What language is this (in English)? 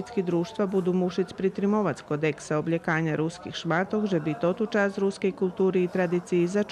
Rusyn